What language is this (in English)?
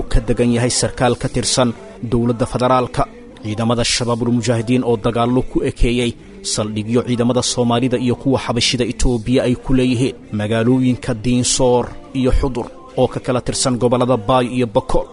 Somali